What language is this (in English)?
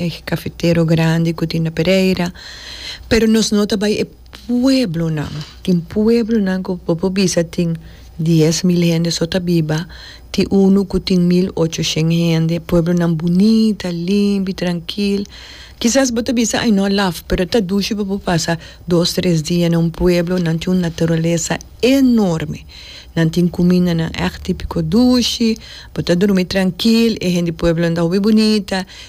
Papiamento